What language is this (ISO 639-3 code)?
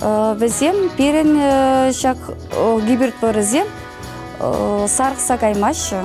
chv